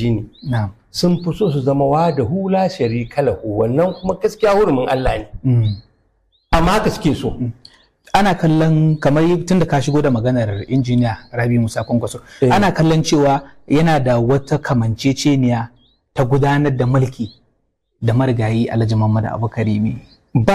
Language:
Hausa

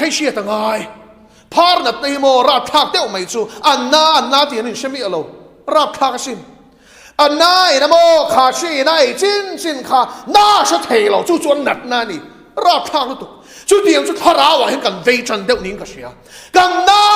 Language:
Mizo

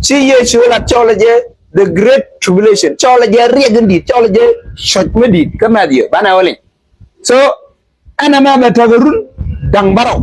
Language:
Nuer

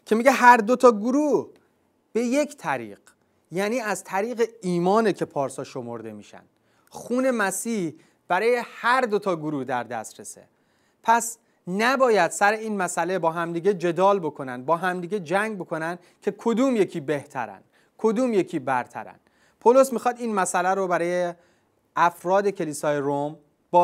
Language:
Persian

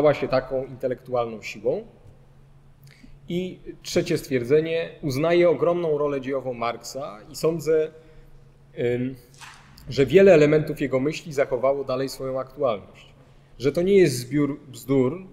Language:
Polish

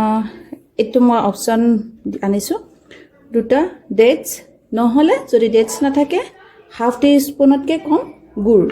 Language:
Assamese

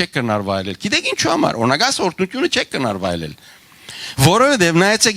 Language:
Western Armenian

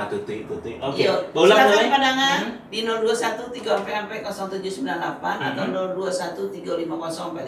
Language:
Minangkabau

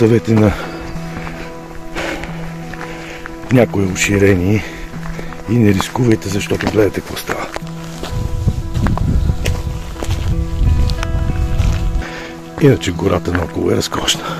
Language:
Bulgarian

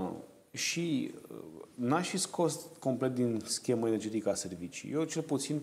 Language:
Romanian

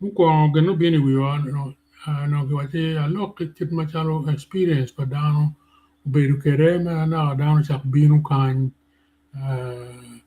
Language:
Acoli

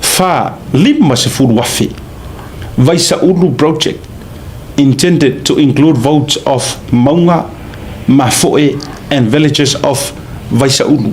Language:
Samoan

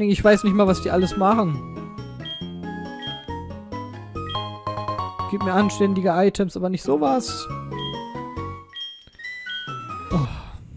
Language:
German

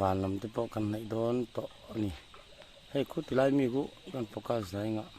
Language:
Mizo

